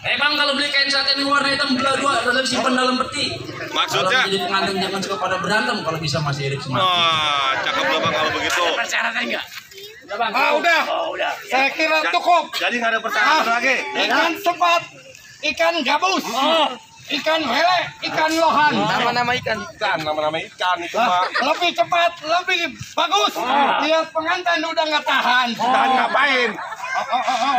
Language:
Betawi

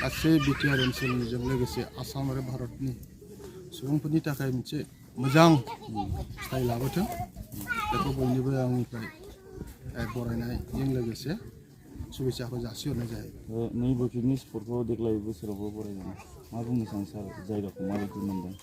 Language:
Bodo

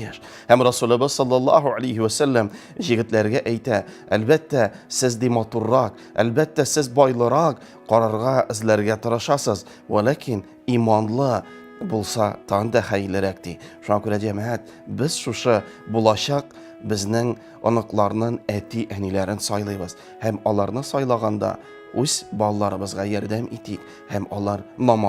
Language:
Tatar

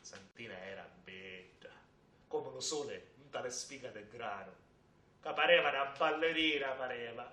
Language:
Sicilian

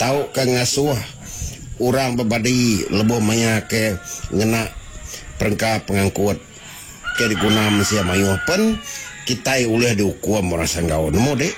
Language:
Iban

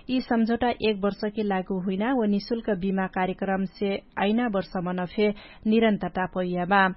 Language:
Dangaura Tharu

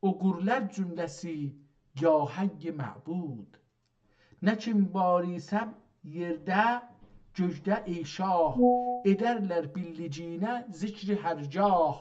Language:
South Azerbaijani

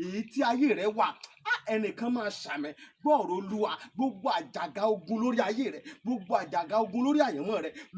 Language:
Yoruba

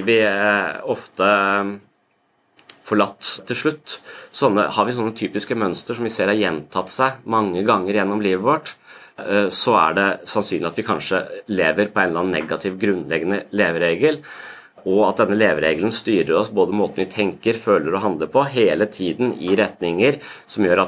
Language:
Norwegian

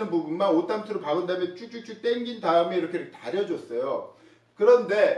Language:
Korean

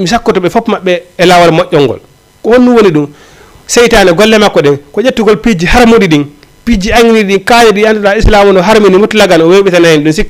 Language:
Fula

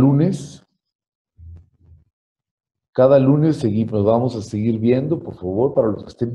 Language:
Spanish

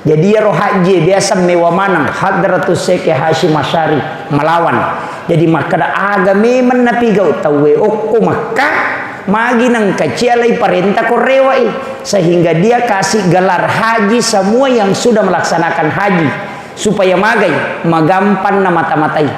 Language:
Buginese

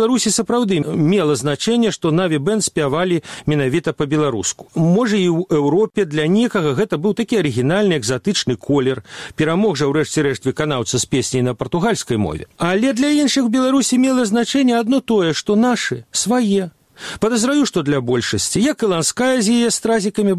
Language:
Belarusian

